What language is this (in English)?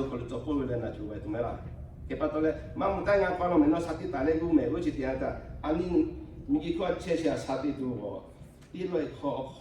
Lahu